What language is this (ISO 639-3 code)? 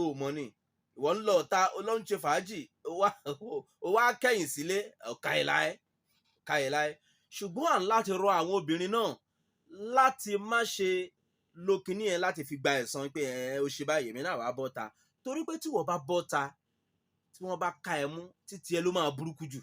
yor